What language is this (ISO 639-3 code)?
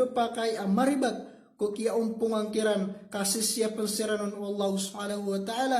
mrw